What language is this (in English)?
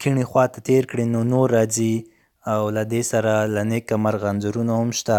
Pashto